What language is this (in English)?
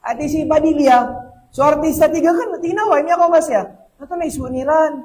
Maranao